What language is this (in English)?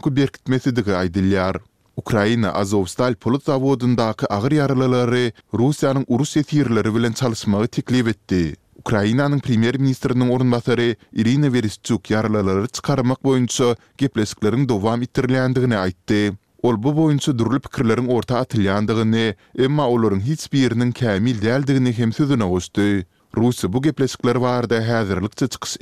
Turkmen